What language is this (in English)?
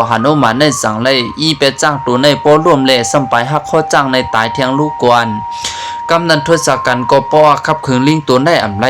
Shan